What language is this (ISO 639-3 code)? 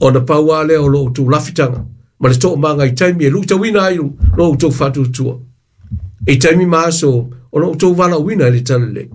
smo